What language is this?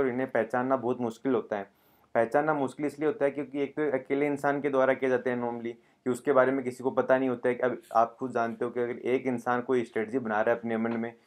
Hindi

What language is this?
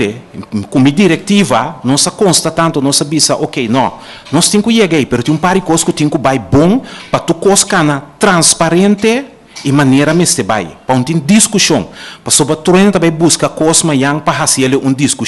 Papiamento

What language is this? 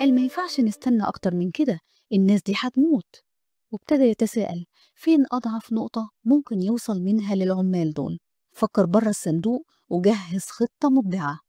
Egyptian Arabic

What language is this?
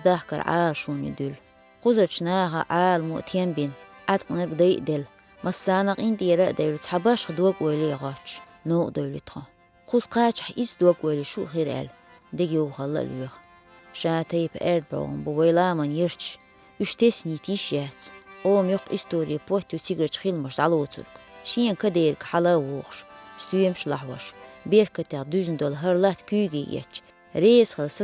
Chechen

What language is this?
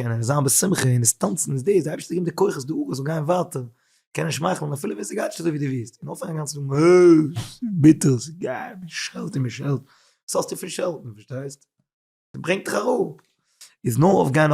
Yiddish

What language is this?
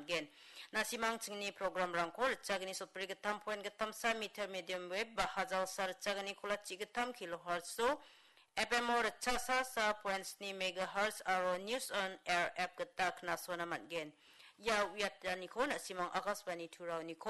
Garo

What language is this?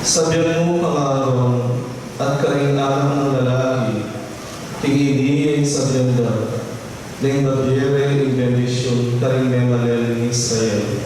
Pampanga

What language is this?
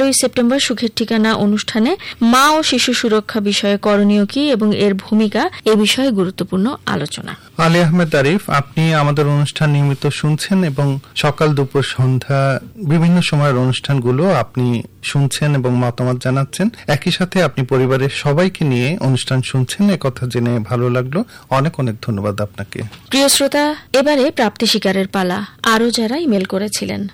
Bangla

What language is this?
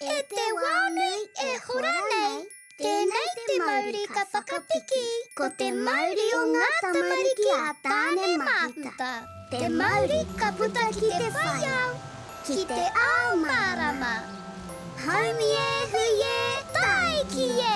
Māori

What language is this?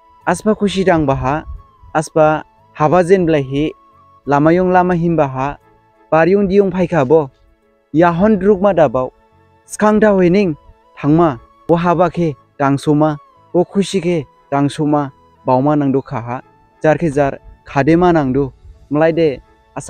Dimasa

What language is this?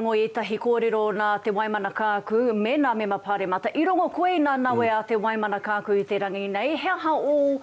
Māori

